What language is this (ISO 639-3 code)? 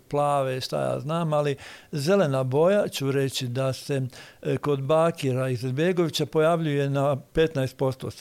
hrv